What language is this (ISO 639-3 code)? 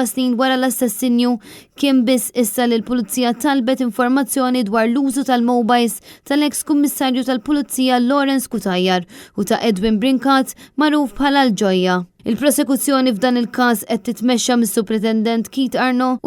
mlt